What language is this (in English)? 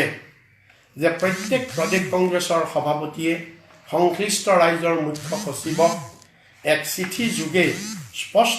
Assamese